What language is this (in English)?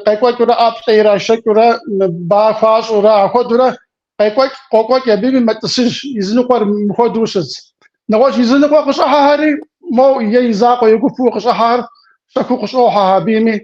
Kabardian